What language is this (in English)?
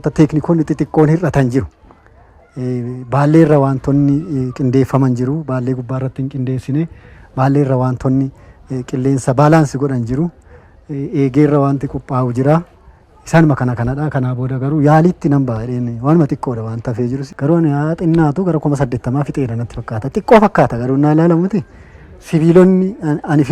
Oromo